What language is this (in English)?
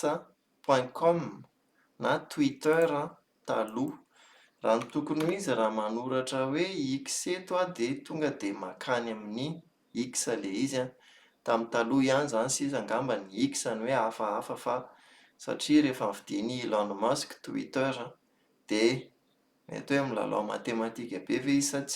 Malagasy